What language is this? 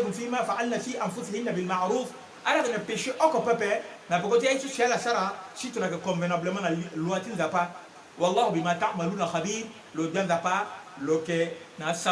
Sango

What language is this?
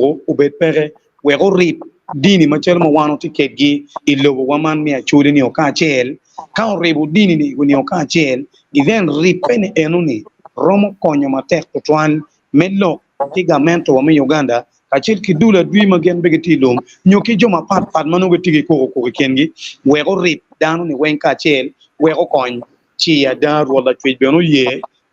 Acoli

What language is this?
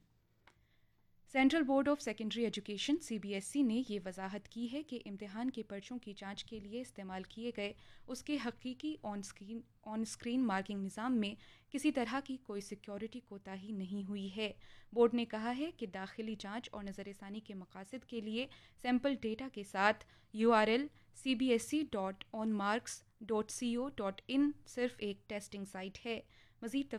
Urdu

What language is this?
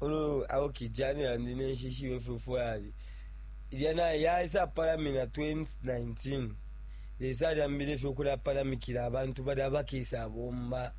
Bemba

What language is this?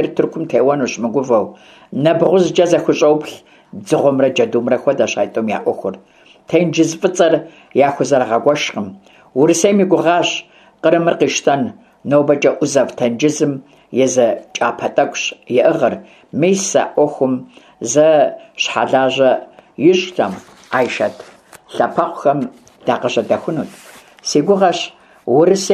Kabardian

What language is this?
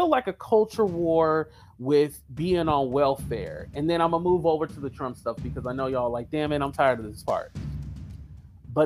English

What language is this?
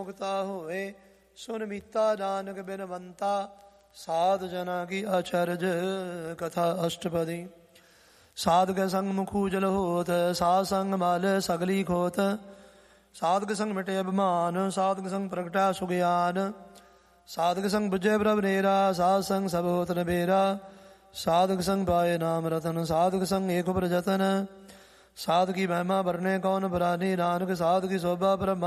Punjabi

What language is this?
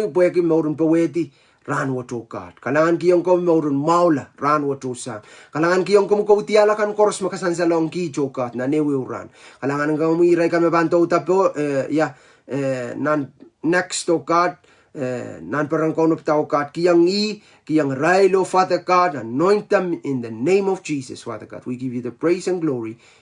Pohnpeian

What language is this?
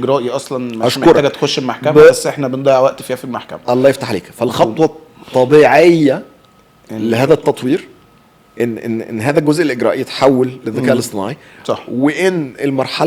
Egyptian Arabic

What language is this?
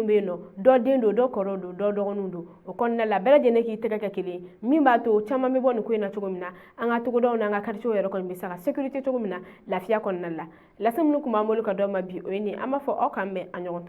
Bambara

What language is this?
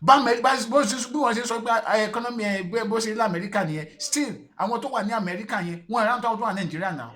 Yoruba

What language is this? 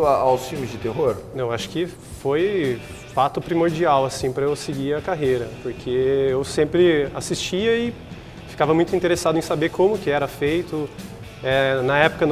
Portuguese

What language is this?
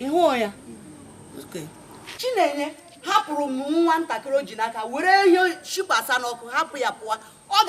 Igbo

